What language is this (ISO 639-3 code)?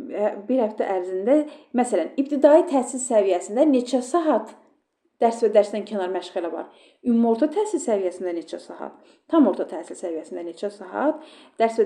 aze